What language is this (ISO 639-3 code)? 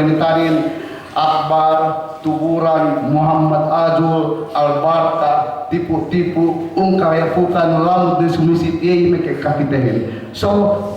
yka